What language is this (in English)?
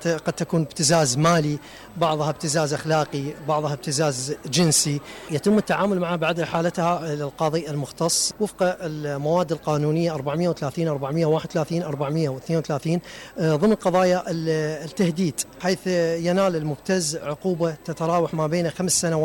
Mesopotamian Arabic